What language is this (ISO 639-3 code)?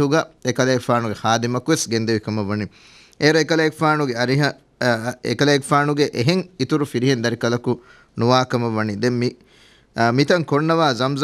div